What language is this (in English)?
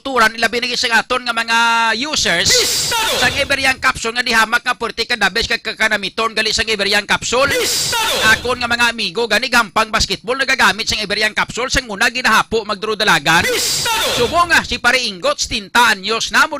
Hiligaynon